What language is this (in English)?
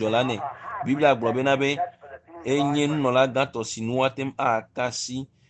Ewe